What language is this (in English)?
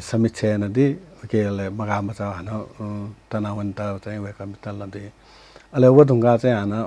Newari